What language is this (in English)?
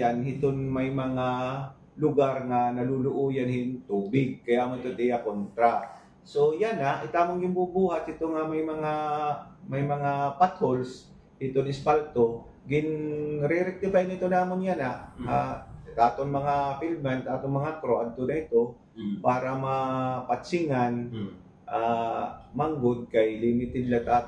Waray